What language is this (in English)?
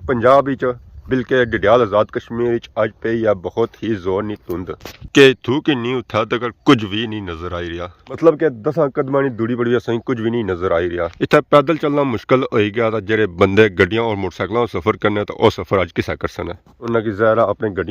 Pahari-Potwari